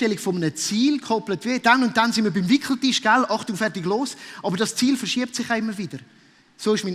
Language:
Swiss German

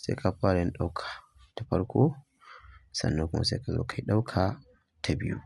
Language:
Hausa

